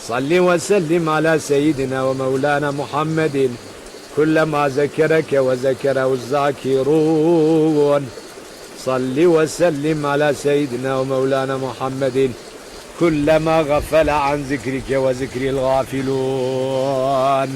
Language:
Zaza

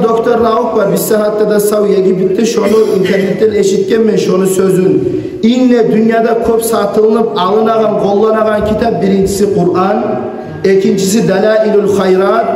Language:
Kumyk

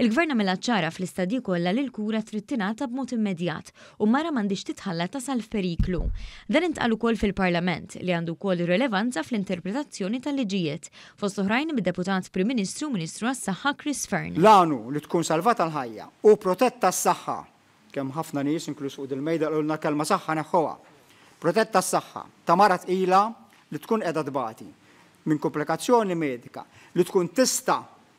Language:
Maltese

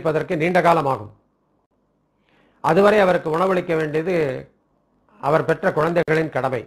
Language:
Tamil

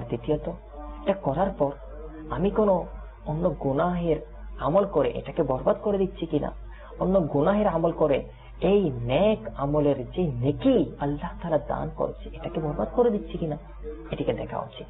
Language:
Bangla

